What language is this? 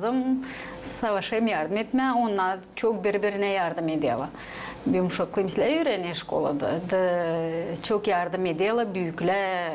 Gagauz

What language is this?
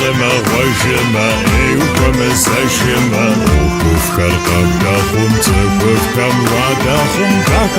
Kabardian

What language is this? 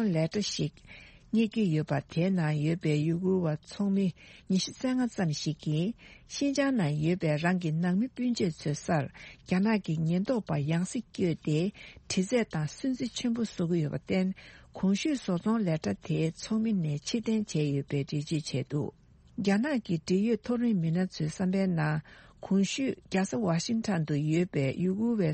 Tibetan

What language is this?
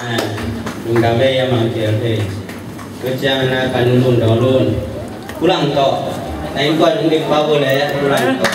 Tedim Chin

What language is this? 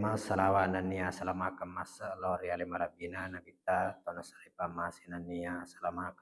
Buginese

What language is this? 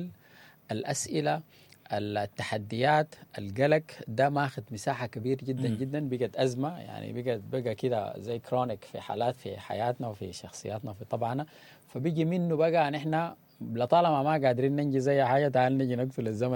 Sudanese Arabic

